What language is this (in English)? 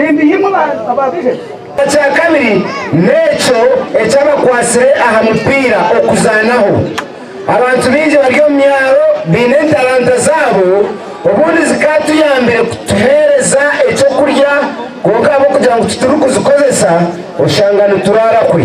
Nyankole